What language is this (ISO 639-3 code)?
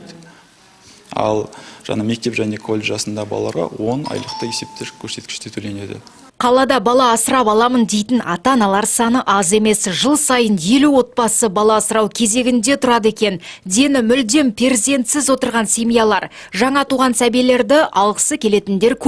kaz